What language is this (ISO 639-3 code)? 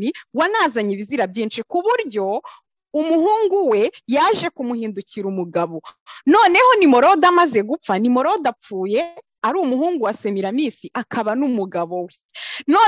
kin